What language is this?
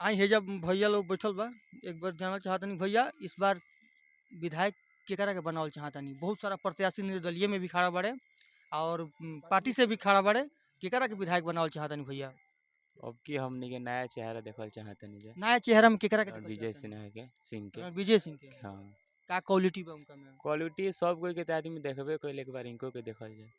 Bhojpuri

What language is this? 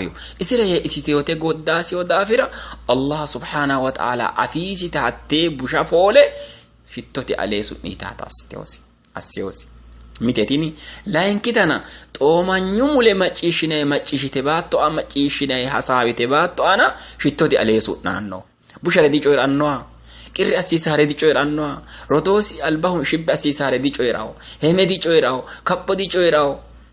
Sidamo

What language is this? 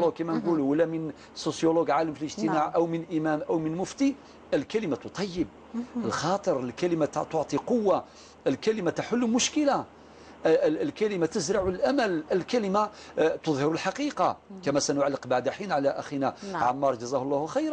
Algerian Arabic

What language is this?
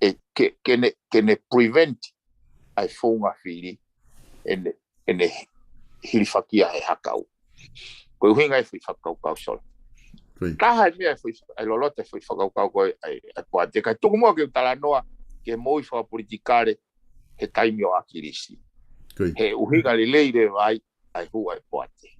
Tongan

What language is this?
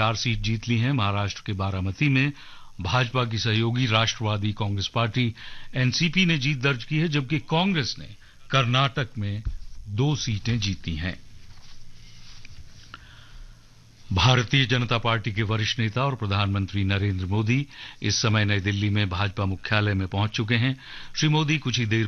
Hindi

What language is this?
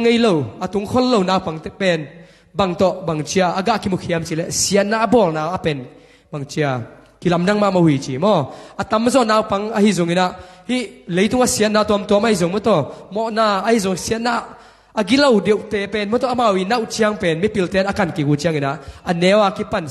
Tedim Chin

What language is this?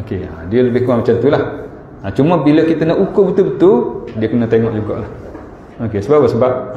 Malay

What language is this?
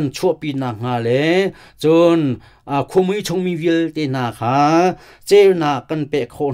Hakha Chin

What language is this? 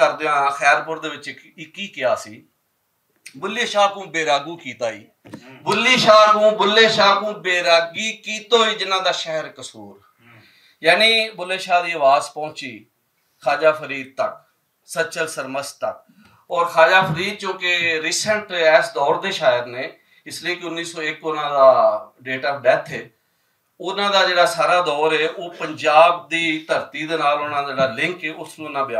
Western Panjabi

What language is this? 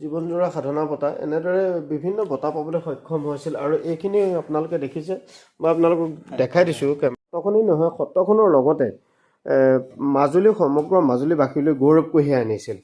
Assamese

